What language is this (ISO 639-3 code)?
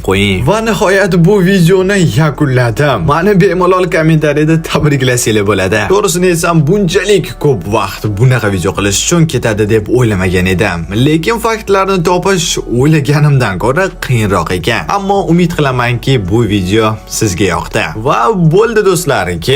uzb